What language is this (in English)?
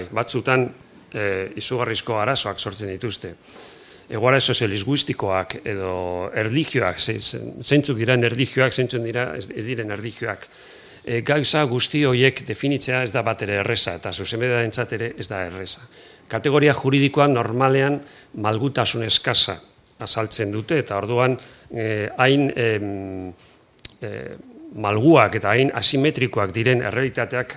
Basque